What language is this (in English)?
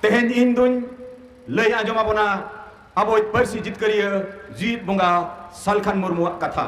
Santali